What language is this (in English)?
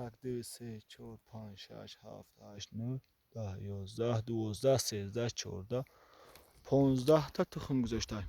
Tajik